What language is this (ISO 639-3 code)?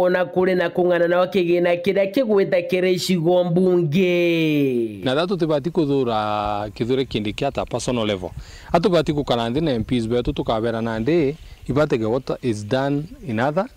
mer